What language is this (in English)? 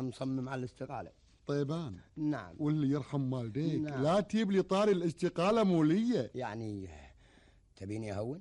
Gulf Arabic